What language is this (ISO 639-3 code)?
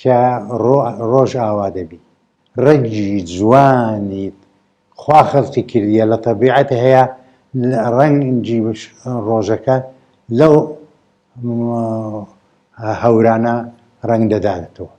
ckb